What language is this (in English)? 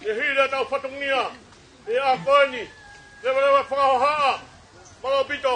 Tongan